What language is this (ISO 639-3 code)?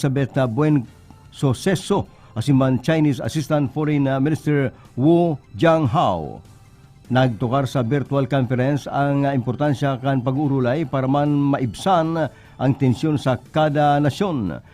bik